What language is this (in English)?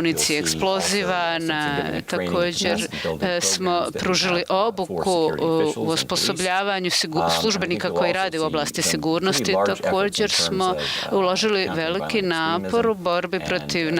Bosnian